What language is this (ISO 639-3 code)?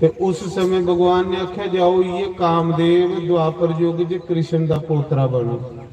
doi